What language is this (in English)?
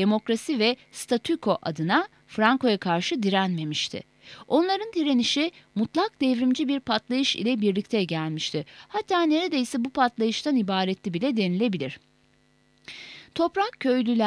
Turkish